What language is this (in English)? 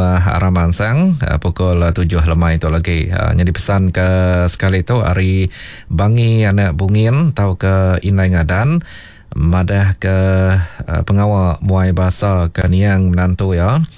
Iban